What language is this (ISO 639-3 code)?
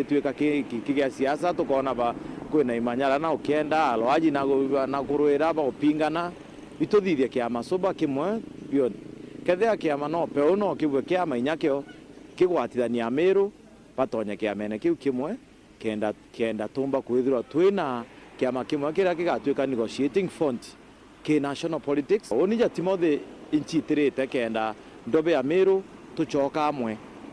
mer